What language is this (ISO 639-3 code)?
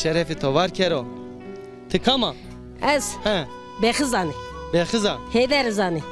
zza